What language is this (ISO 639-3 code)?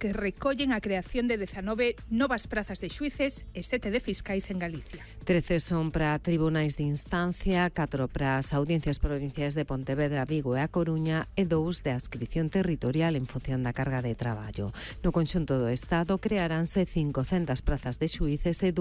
glg